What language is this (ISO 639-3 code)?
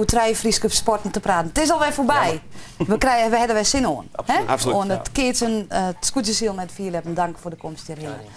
fry